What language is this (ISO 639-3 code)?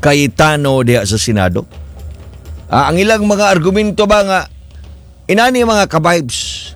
ceb